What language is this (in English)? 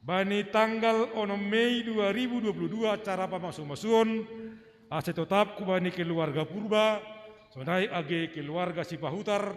Batak Simalungun